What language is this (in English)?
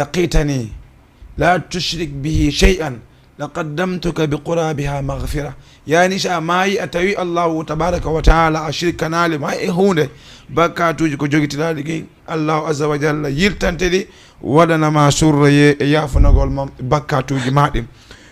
Fula